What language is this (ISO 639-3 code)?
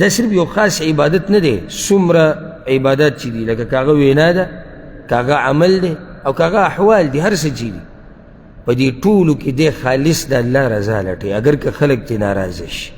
pus